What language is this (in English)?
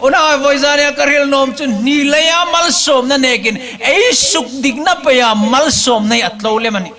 Hmar